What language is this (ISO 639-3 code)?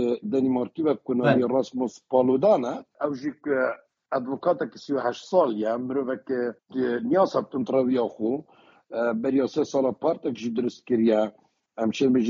kur